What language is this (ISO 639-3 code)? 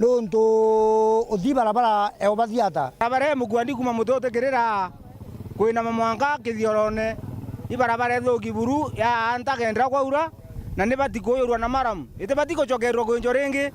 mer